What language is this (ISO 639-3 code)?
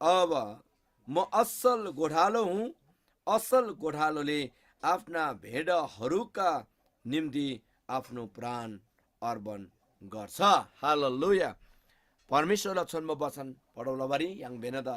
taj